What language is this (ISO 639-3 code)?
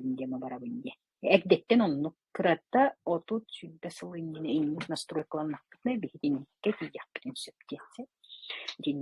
sah